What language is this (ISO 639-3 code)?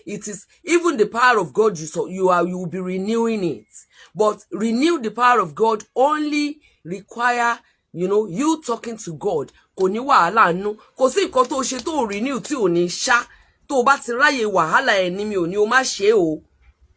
yor